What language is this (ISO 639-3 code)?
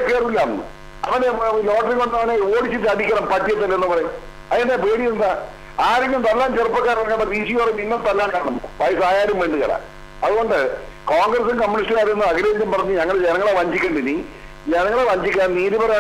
mal